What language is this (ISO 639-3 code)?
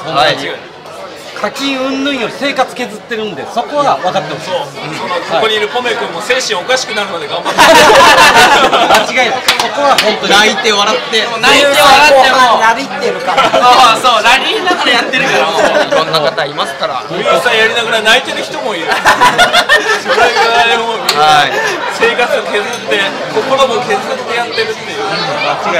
jpn